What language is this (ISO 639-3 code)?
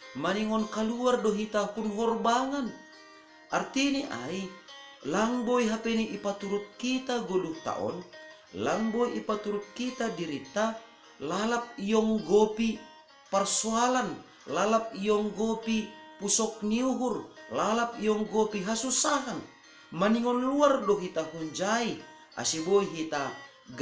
bts